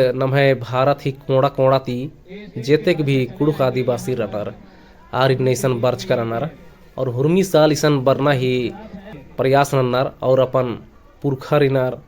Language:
Kurukh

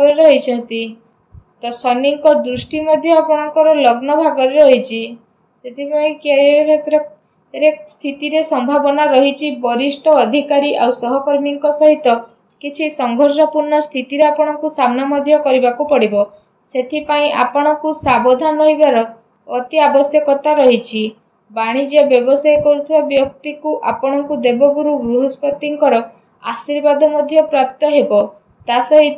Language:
Odia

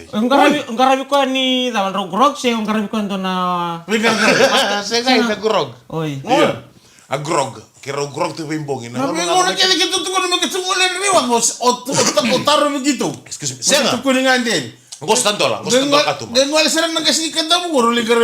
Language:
Fijian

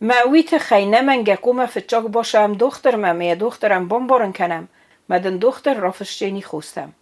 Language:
Ossetic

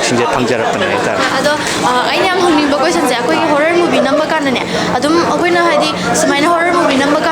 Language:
Manipuri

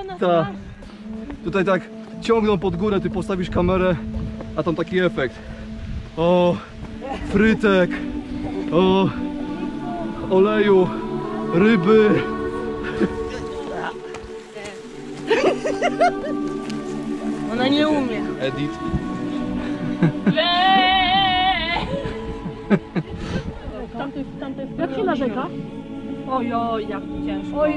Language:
Polish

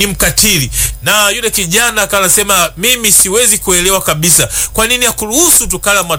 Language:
Swahili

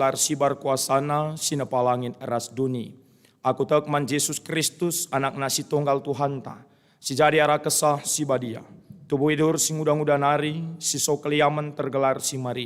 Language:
Batak Karo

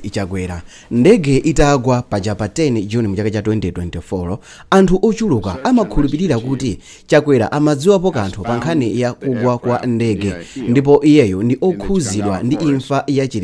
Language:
Nyanja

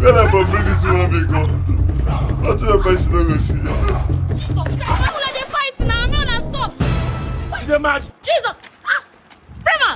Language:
Nigerian Pidgin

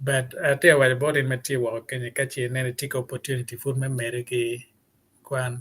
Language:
Acoli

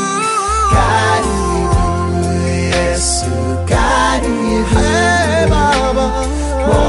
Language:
Swahili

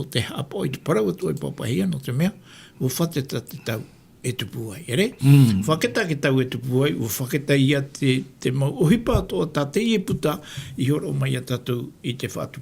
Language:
Tahitian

